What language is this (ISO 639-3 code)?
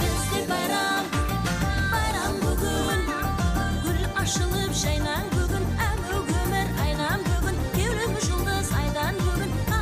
kaa